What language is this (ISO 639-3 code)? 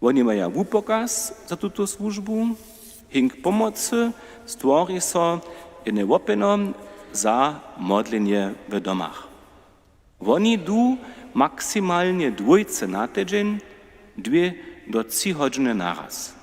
hsb